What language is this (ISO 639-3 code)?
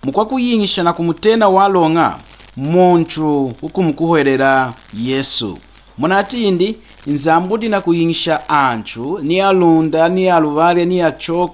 lun